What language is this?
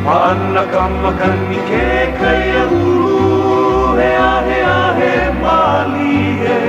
Hawaiian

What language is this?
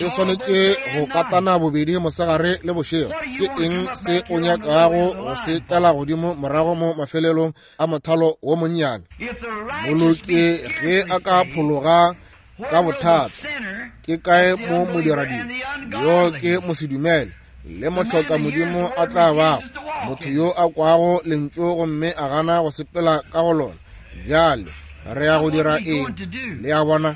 Northern Sotho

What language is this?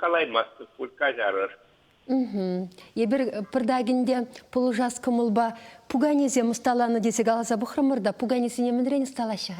Chuvash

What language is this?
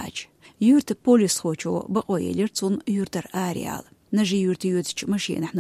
Chechen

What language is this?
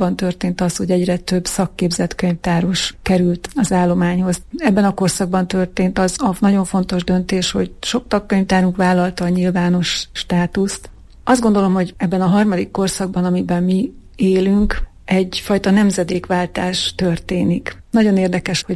Hungarian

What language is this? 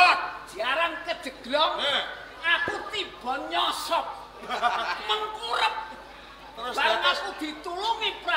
Javanese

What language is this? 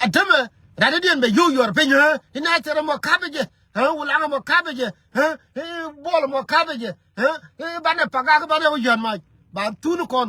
Nuer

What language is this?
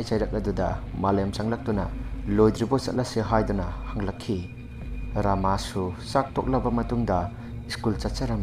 Manipuri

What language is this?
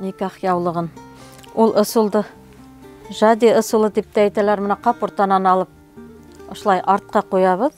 Bashkir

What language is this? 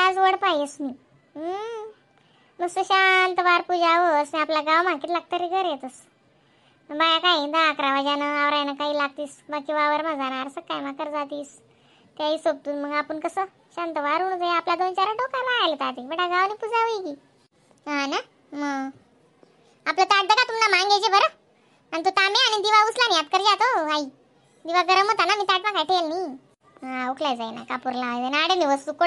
Khandesi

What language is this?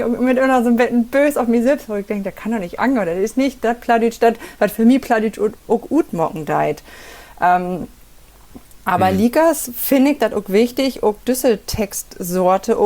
Low German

